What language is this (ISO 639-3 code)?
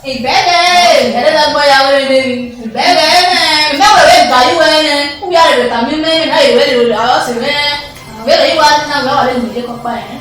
bin